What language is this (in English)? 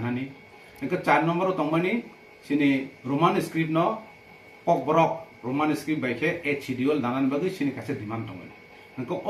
Kok Borok